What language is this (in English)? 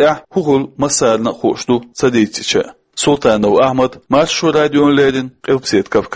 Chechen